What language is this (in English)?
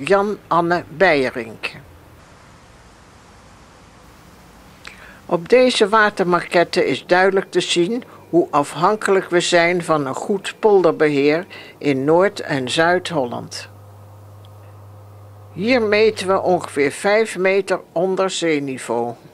Dutch